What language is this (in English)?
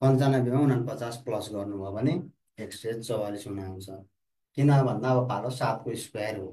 Nepali